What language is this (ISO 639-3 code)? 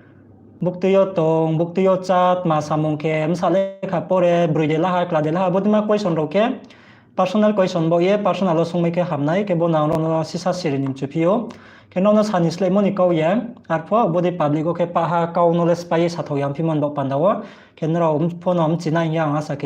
ria